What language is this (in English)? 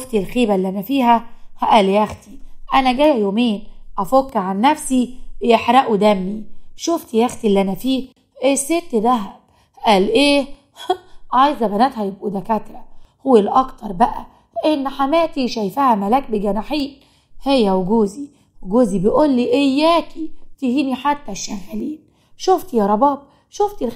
Egyptian Arabic